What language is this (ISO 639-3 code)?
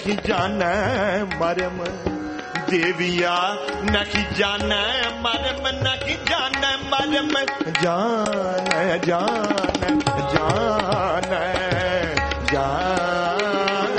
pan